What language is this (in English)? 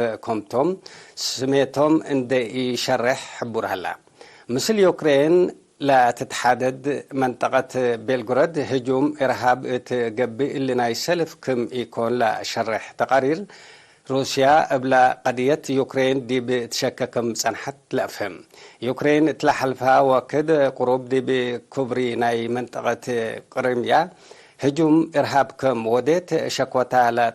Tigre